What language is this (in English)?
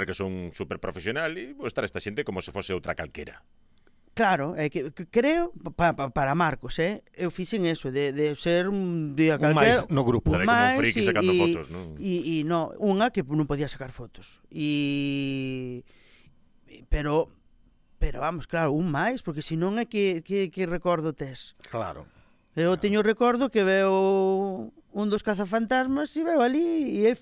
Galician